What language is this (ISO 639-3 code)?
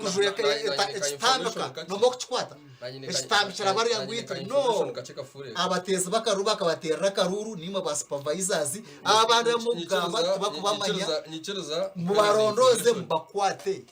nyn